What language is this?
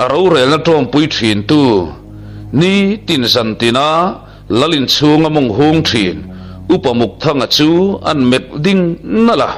Mizo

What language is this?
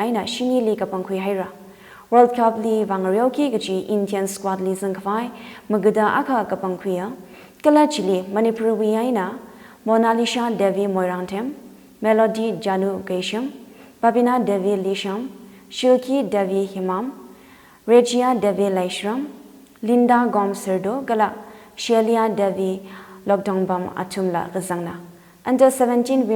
Tangkhul Naga (India)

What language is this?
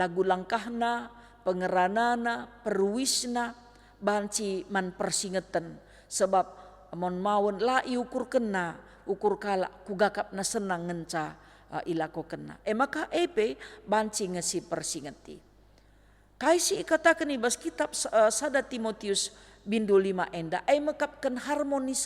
Batak Karo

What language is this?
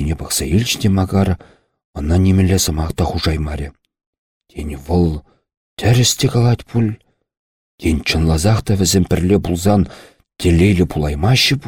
Chuvash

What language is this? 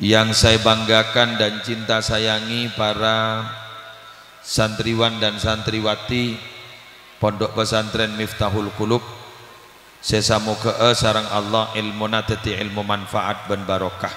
Madurese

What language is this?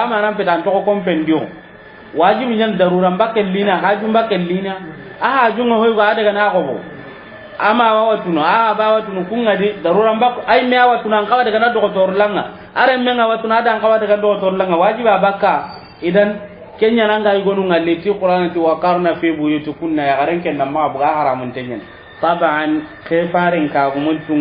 Soninke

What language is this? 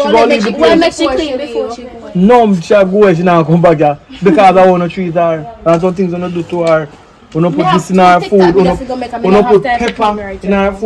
Jamaican Creole English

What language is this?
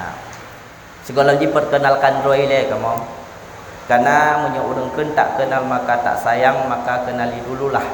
Achinese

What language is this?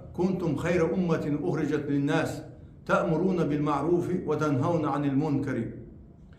Chechen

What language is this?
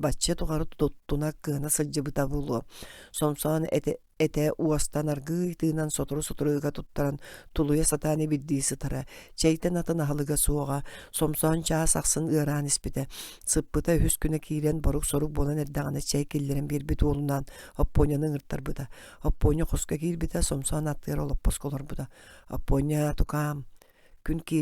Yakut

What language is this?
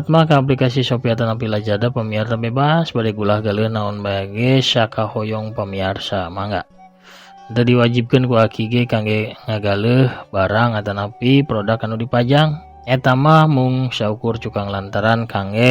Sundanese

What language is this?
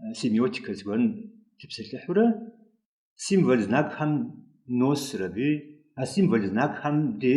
Kabardian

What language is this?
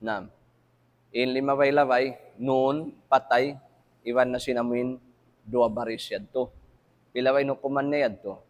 Tausug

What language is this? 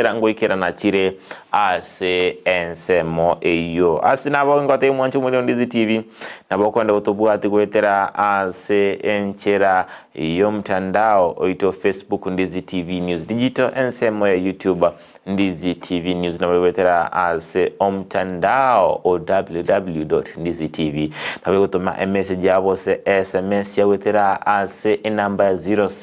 Gusii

